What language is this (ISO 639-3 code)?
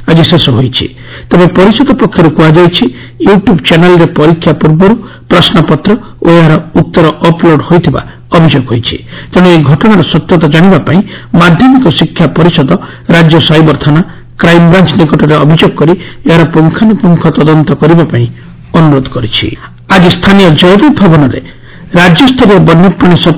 ori